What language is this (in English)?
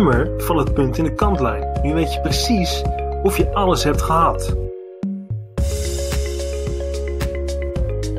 Dutch